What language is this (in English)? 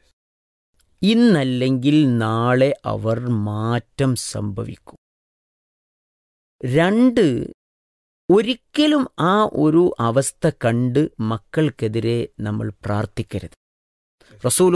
Malayalam